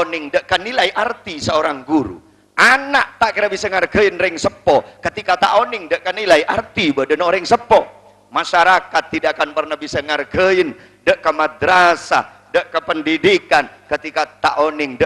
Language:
Madurese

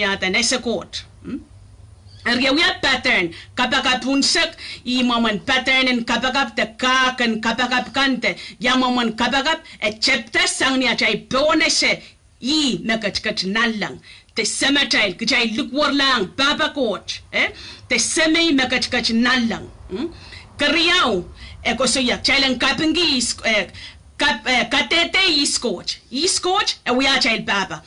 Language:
Pohnpeian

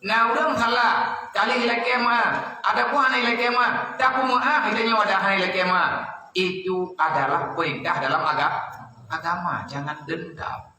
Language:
Achinese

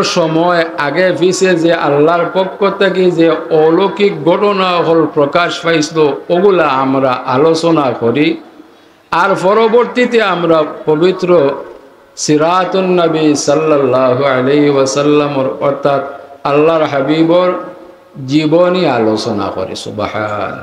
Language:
Sylheti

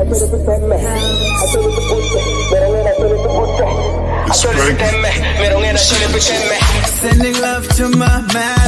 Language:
Acoli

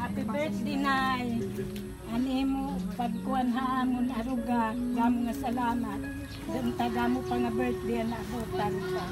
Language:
Waray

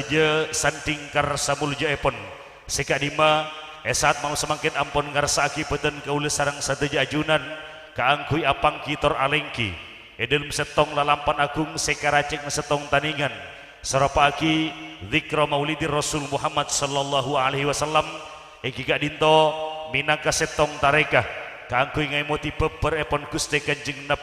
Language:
Madurese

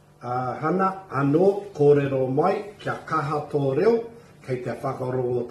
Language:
Māori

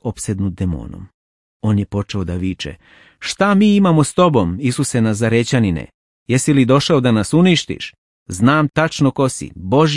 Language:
Serbian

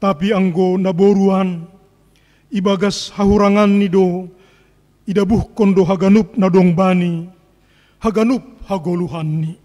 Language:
Batak Simalungun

